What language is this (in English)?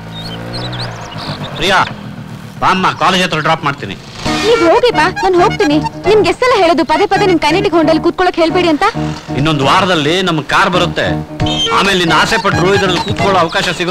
Kannada